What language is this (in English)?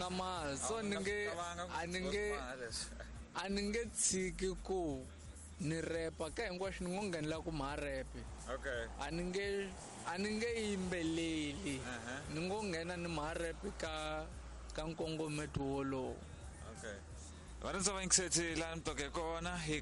Tsonga